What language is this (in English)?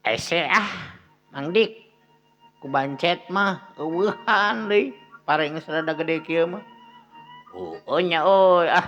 Sundanese